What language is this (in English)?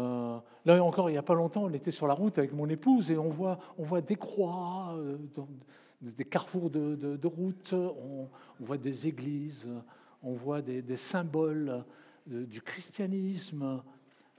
French